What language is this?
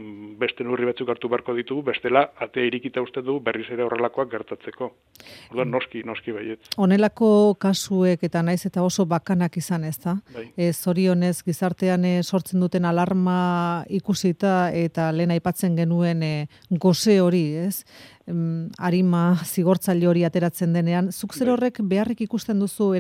Basque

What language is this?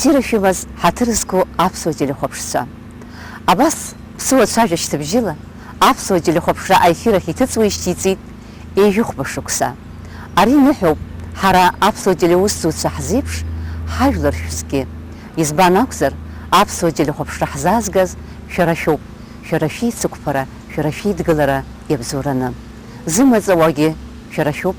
Abkhazian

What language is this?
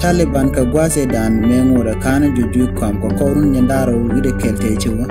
Nuer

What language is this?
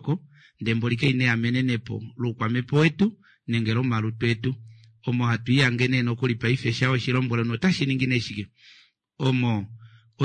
Kuanyama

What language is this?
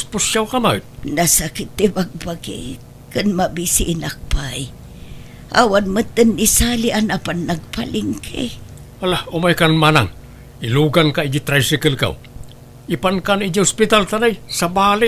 Iloko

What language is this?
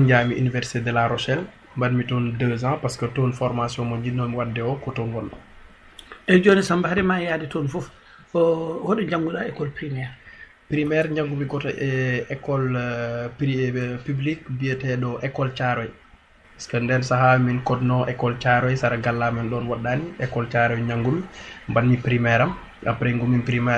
Fula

